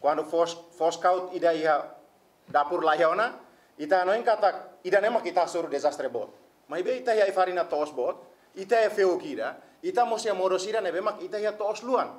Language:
Tetum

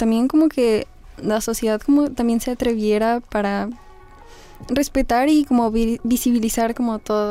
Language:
Spanish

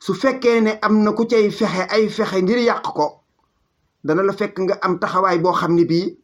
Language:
Wolof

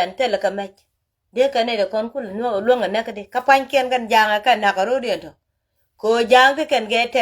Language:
Nuer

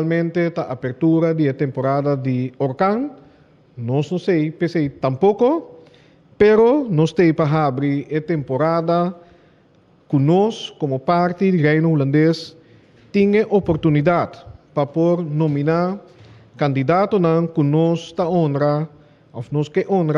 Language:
Papiamento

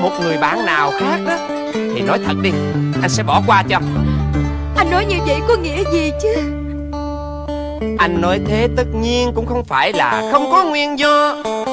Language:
Vietnamese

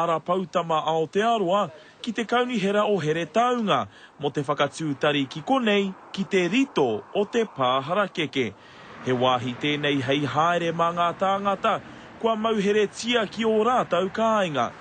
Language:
Māori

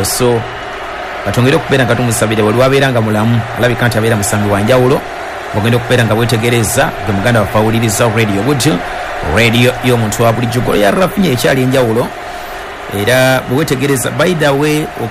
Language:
Ganda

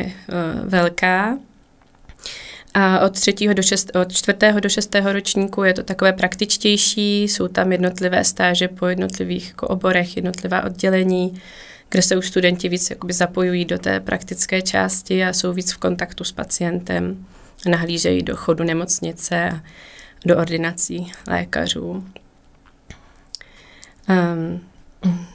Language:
Czech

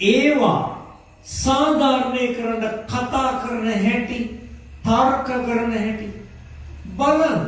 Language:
Sinhala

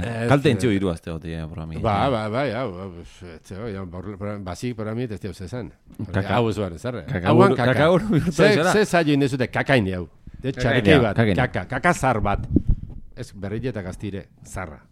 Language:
Basque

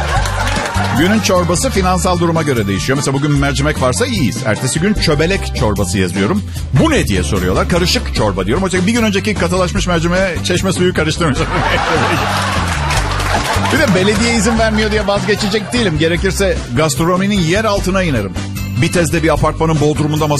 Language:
Turkish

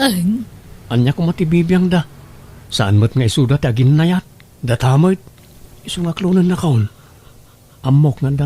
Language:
Iloko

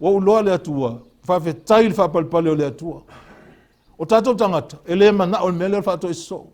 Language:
Samoan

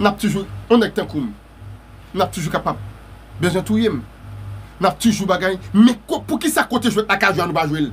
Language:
Haitian Creole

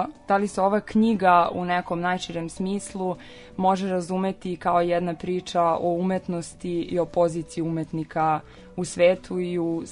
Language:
Serbian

